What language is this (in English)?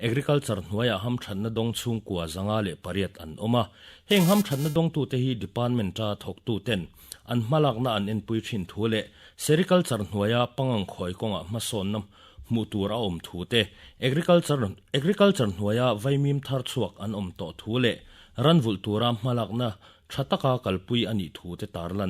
Mizo